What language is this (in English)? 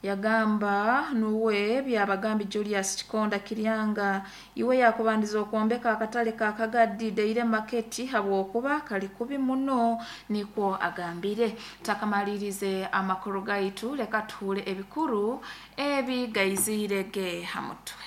Nyoro